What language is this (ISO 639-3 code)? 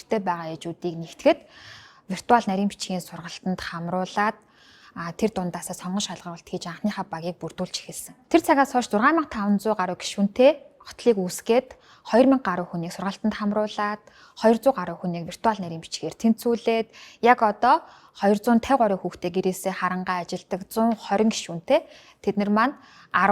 mon